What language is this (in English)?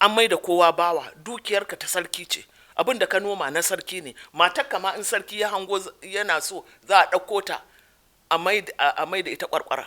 Hausa